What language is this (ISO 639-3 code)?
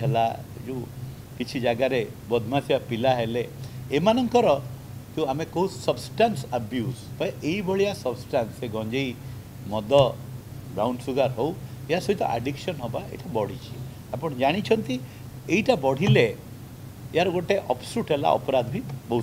ori